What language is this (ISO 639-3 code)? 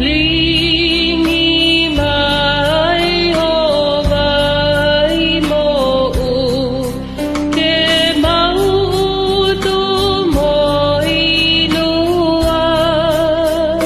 ton